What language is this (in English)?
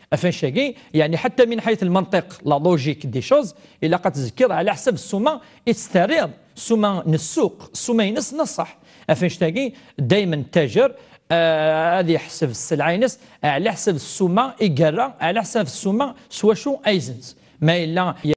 Kabyle